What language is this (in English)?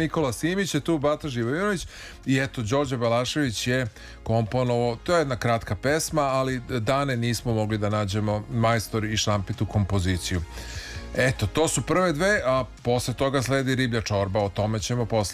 Serbian